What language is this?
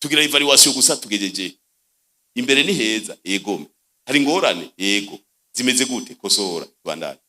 Rundi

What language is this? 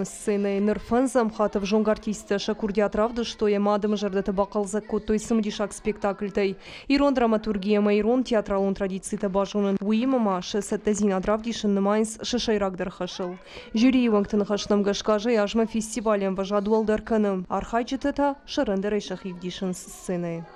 Ossetic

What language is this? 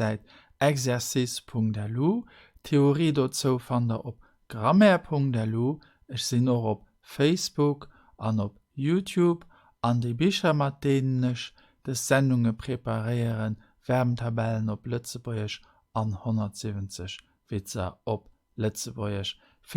Luxembourgish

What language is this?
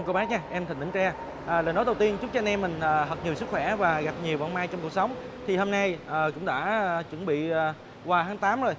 Vietnamese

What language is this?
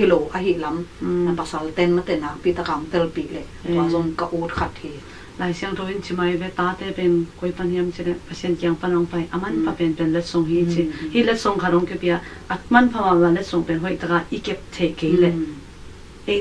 Tedim Chin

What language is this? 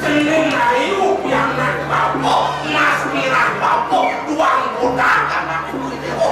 Balinese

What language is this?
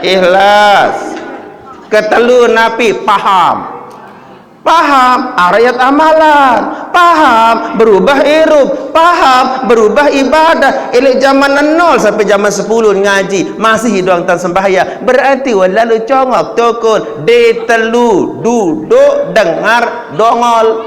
Sasak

